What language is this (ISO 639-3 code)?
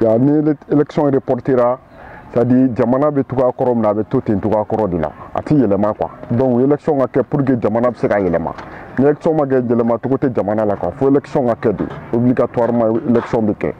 bam